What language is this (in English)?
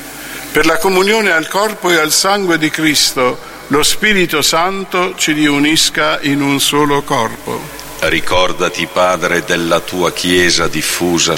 Italian